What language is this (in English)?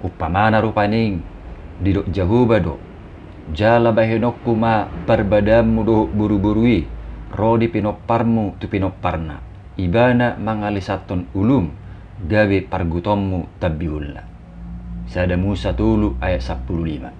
Batak Toba